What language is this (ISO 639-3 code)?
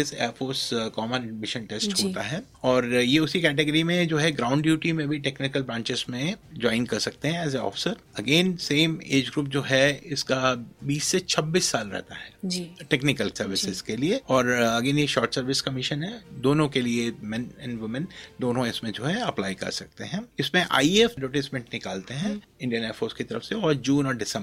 hin